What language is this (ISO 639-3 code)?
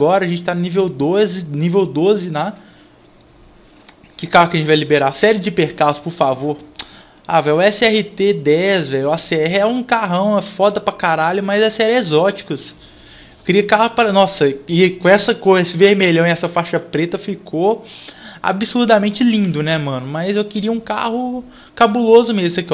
por